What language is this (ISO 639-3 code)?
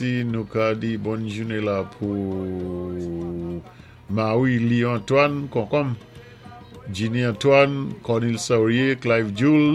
acf